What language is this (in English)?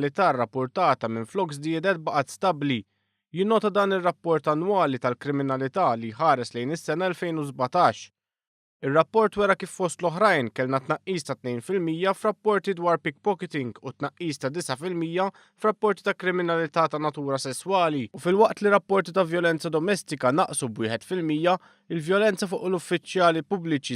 Maltese